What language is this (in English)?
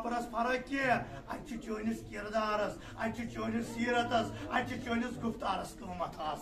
Kashmiri